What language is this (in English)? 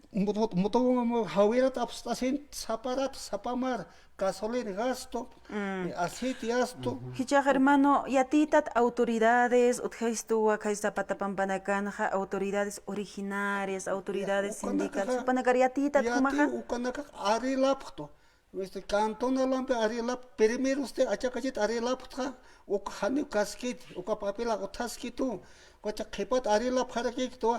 Aymara